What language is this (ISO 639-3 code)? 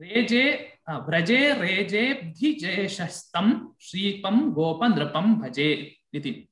san